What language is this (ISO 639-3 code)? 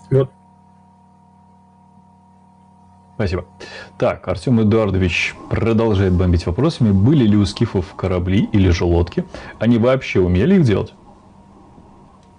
rus